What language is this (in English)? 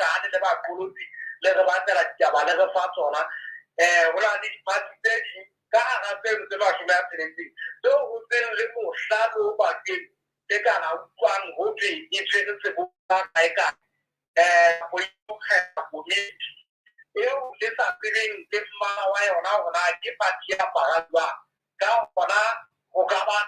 Southern Sotho